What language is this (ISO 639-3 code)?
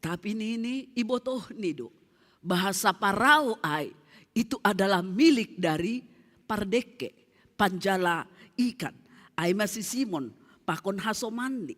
bts